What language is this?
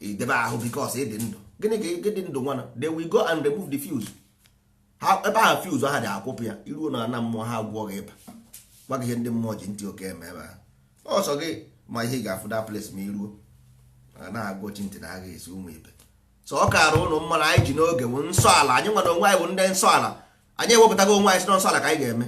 Igbo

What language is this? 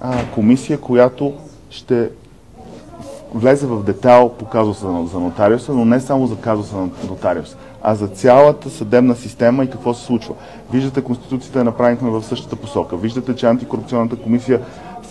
Bulgarian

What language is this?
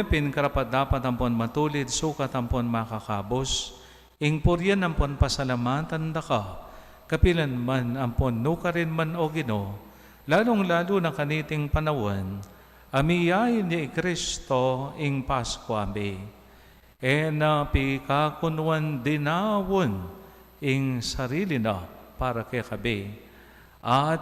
Pampanga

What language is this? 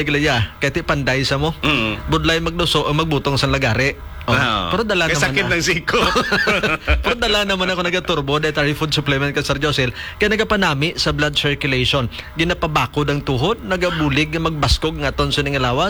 Hiligaynon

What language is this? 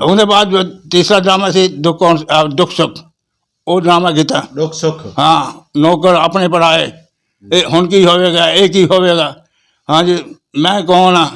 Western Panjabi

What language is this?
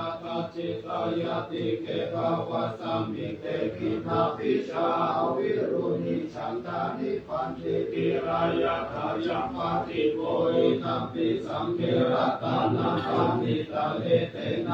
Pali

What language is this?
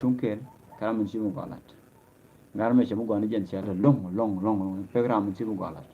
Nuer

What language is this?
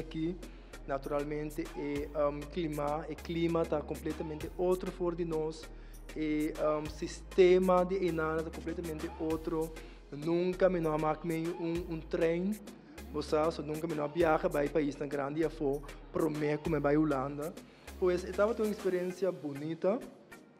Papiamento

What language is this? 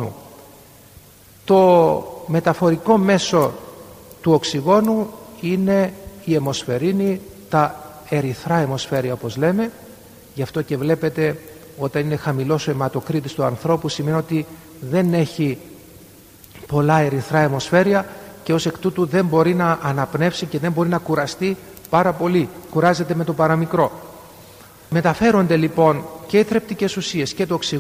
Greek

